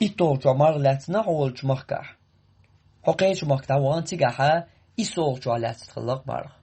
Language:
Chechen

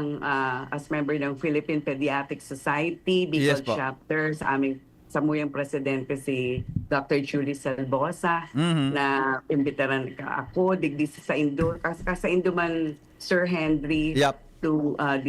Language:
Bikol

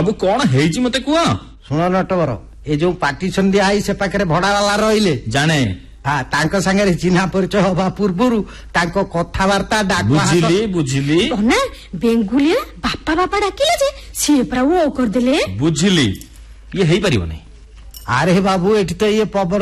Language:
Odia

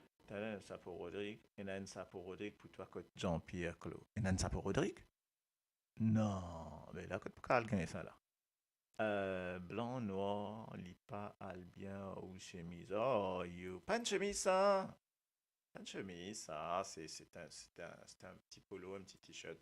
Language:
Morisyen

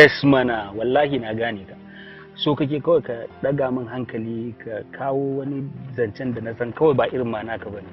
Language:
Hausa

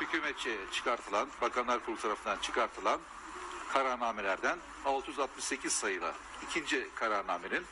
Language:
Kurdish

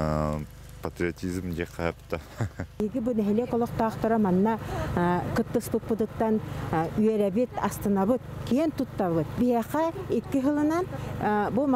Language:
Yakut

